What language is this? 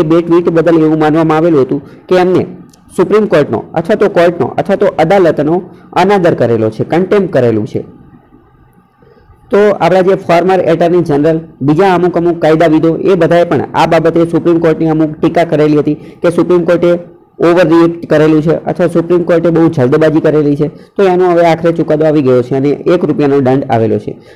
Gujarati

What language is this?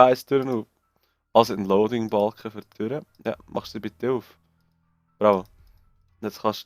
Swiss German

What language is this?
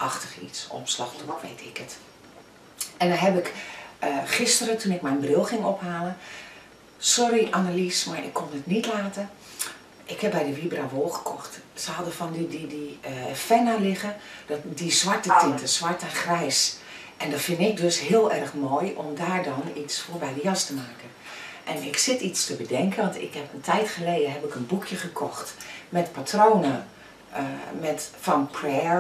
Dutch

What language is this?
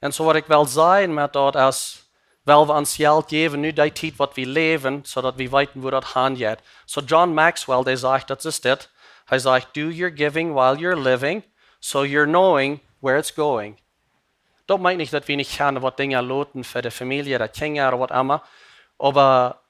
Plautdietsch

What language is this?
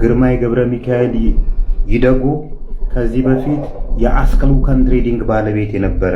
Amharic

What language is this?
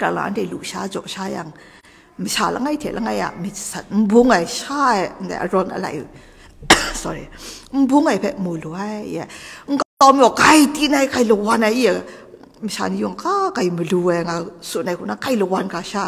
Kachin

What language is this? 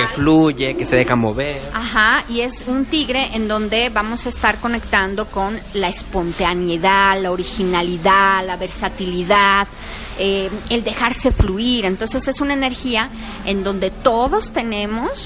Spanish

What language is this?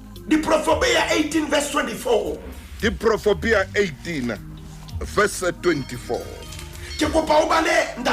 Southern Sotho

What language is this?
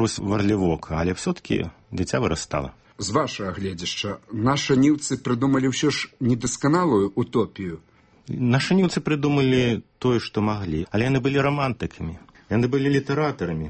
Belarusian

